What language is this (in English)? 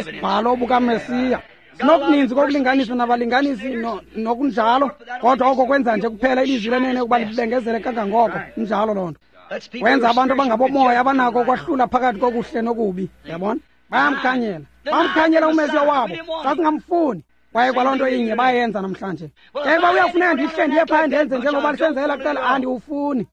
Xhosa